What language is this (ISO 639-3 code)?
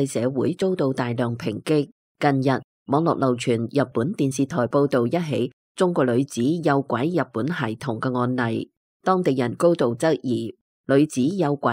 yue